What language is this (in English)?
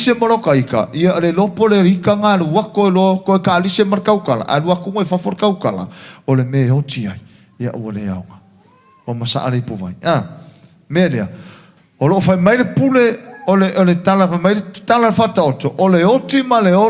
Samoan